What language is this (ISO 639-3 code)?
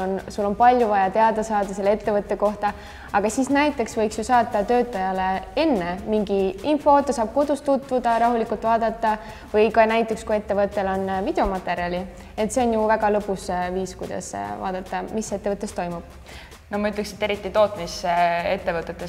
est